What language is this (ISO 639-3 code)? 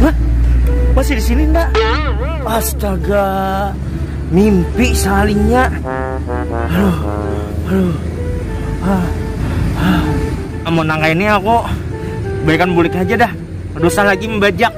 bjn